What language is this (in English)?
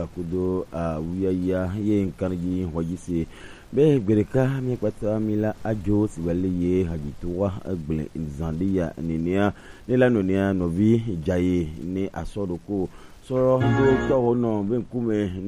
Gen